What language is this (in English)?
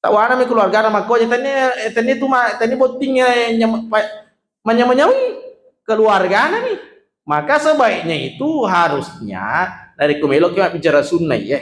Buginese